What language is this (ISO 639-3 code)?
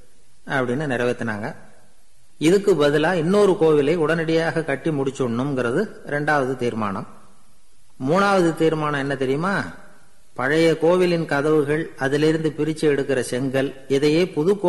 tam